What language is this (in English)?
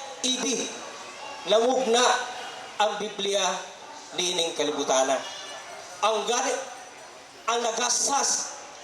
Cebuano